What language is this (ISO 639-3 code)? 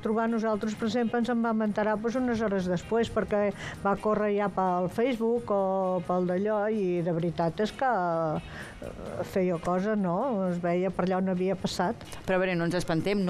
cat